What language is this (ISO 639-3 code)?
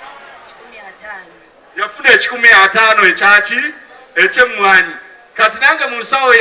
lug